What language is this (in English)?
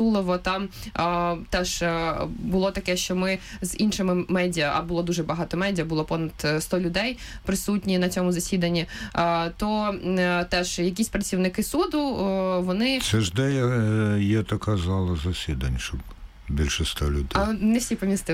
Ukrainian